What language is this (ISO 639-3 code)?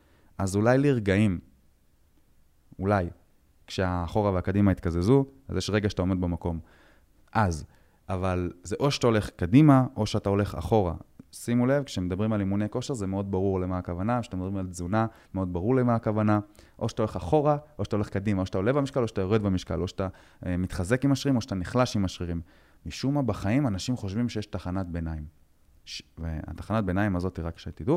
heb